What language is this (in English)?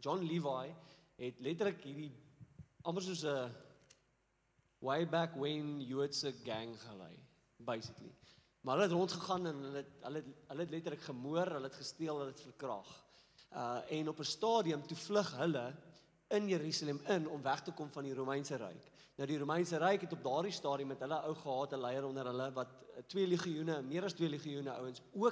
Afrikaans